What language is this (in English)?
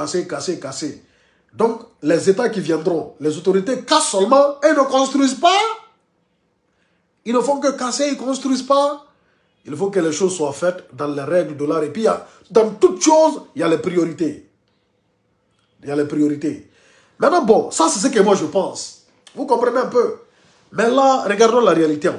French